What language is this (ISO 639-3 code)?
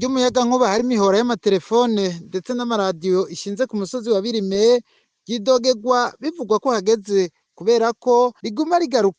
run